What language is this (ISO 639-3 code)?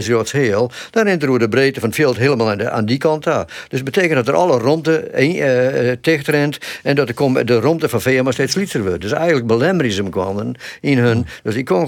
fry